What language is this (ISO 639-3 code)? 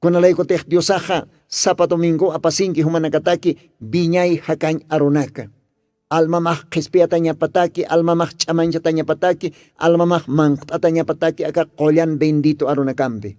aym